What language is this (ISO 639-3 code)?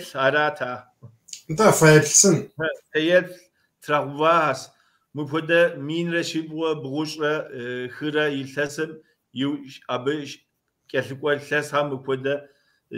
kbd